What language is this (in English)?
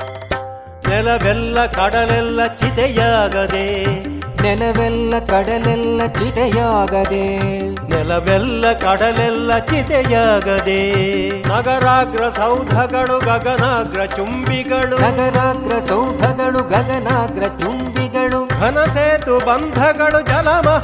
Kannada